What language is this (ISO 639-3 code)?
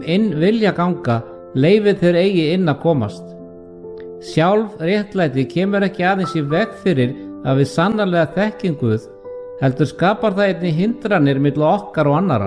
isl